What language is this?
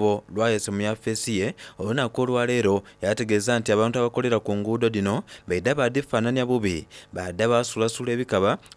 Soga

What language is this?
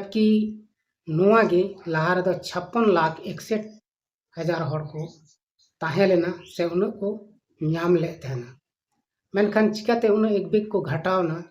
Santali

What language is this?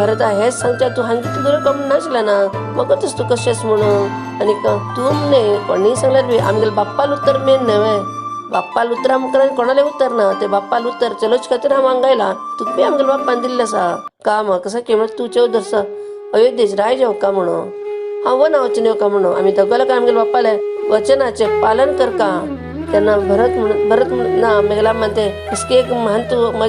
Konkani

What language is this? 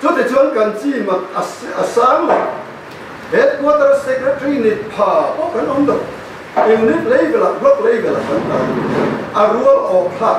Mizo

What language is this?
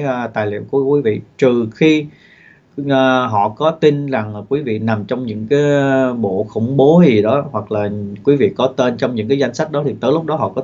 Vietnamese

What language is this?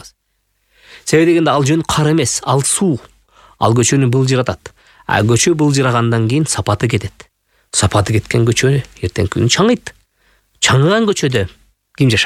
Kyrgyz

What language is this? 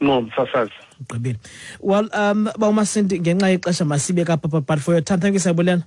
Xhosa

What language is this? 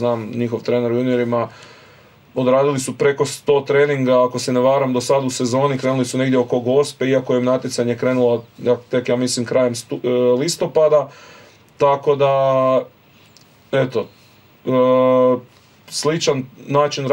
Croatian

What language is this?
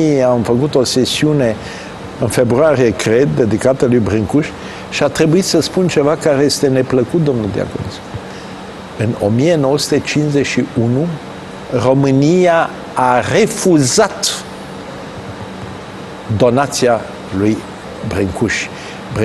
Romanian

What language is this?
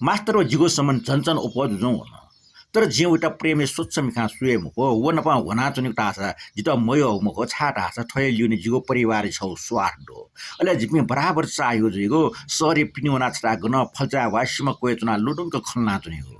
Newari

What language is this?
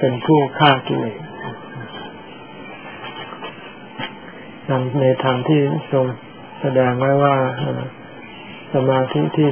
Thai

